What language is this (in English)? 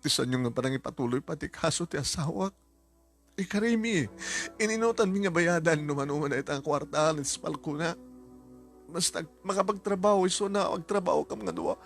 Iloko